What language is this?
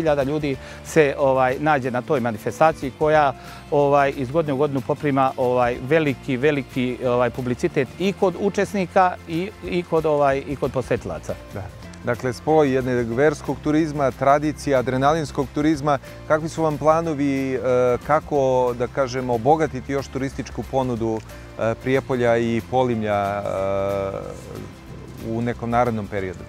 Serbian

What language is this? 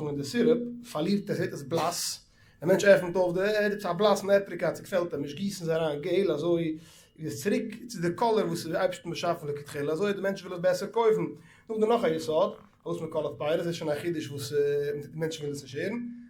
Yiddish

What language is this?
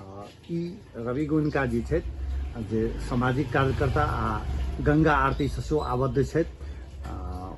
Maithili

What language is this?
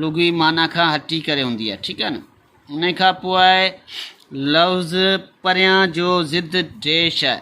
Sindhi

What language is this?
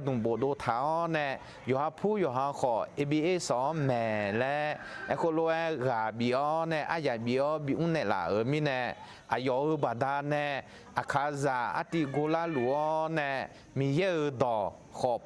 Akha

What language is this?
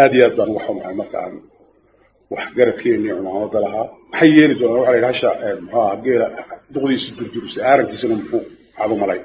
Somali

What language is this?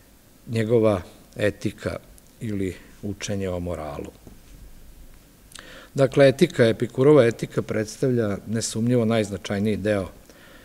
Serbian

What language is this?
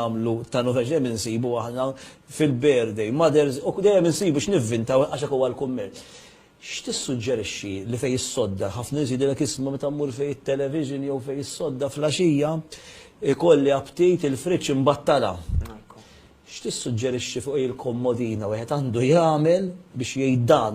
Maltese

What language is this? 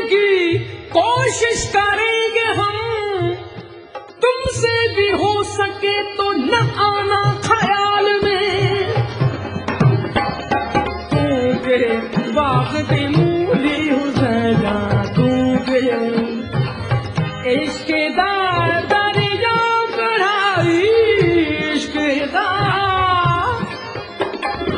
Hindi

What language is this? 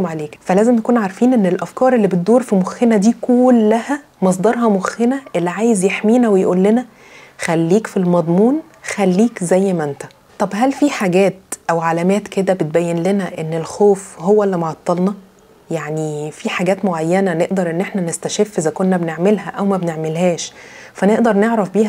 Egyptian Arabic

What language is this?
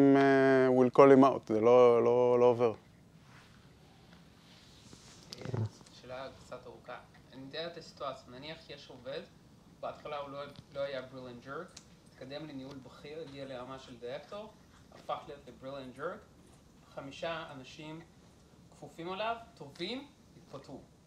Hebrew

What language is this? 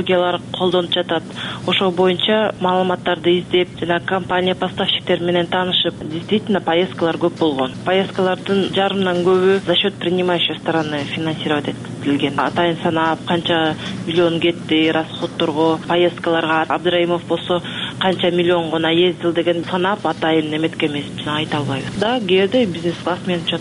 Kyrgyz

